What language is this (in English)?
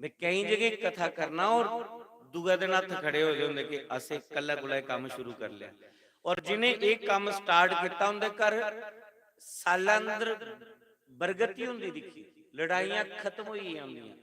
Dogri